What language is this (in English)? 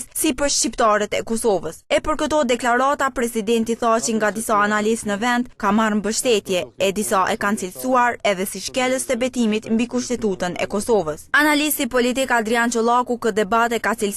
Albanian